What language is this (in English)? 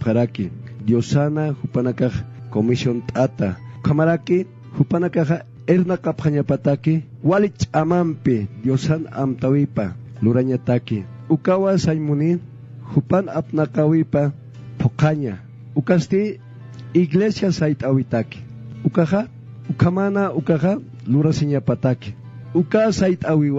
Aymara